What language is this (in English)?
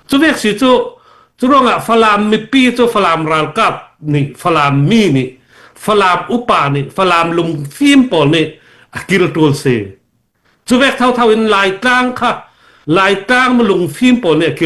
Falam Chin